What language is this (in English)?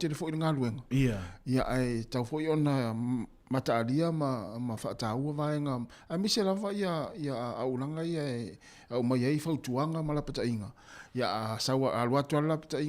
Samoan